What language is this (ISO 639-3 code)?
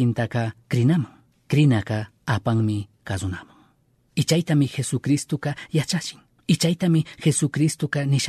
qug